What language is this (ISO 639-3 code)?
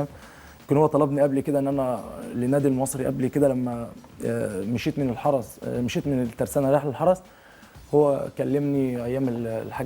arz